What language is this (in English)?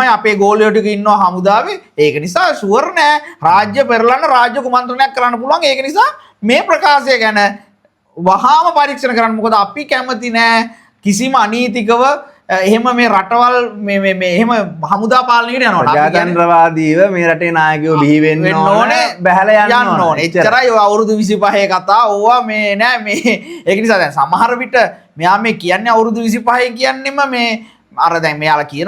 Sinhala